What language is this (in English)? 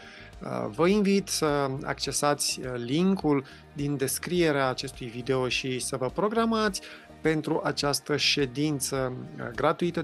Romanian